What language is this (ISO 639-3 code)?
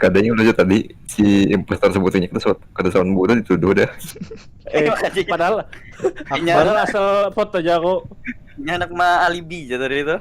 bjn